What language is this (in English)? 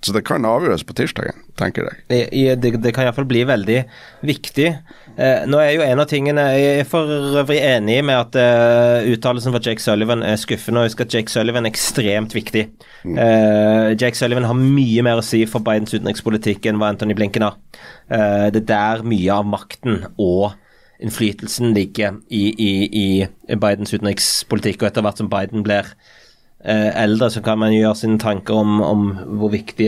Norwegian